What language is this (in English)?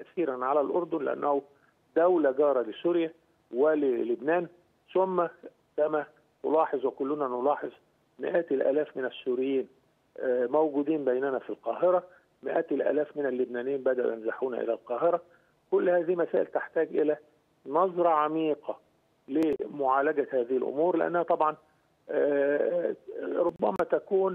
Arabic